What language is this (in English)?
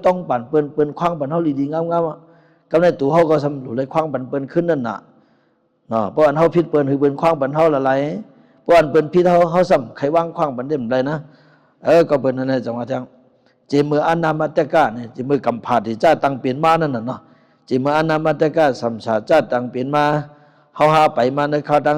Shan